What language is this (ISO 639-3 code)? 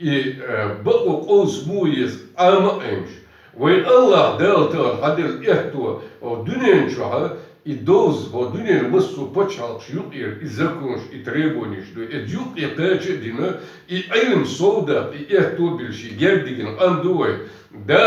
che